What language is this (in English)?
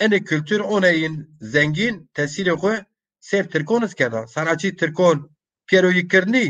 Zaza